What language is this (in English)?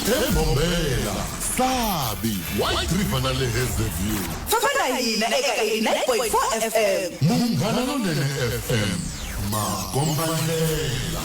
Tsonga